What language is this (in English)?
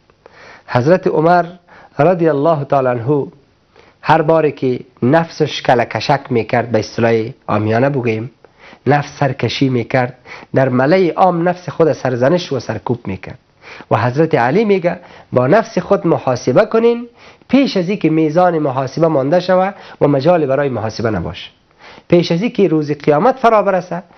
Persian